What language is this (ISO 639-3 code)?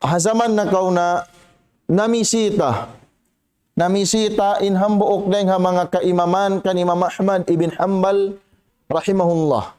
tsg